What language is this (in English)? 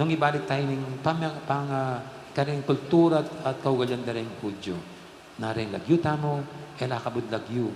Pampanga